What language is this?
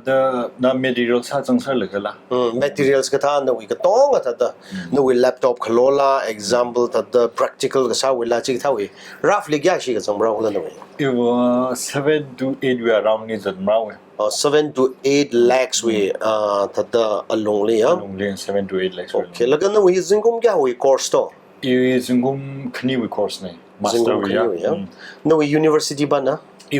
Tangkhul Naga (India)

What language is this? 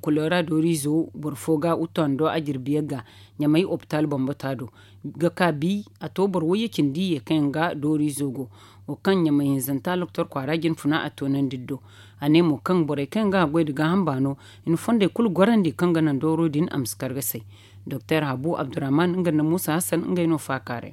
Zarma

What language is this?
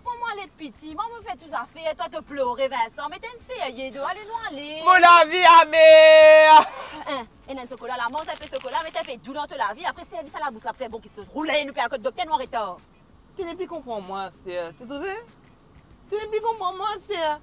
Morisyen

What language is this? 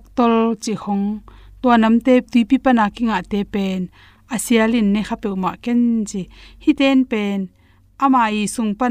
Tedim Chin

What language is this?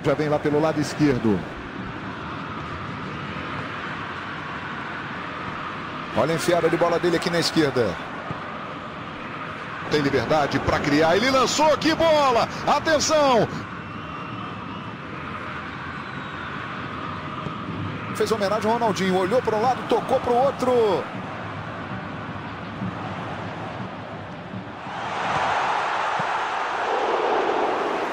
Portuguese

